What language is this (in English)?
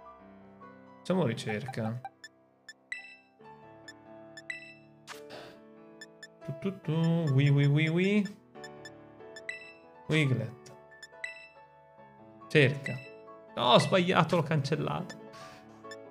Italian